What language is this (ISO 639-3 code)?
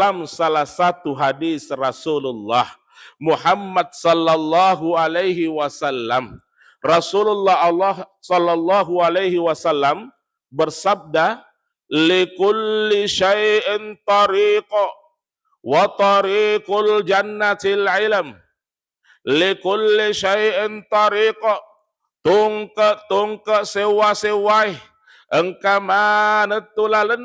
bug